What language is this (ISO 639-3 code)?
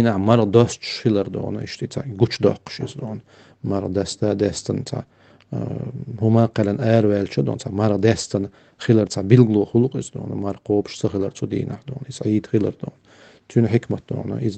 che